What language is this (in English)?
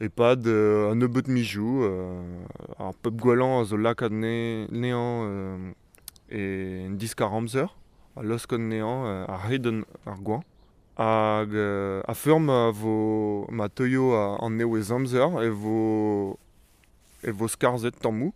Breton